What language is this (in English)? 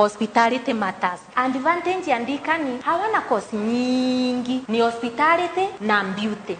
Kikuyu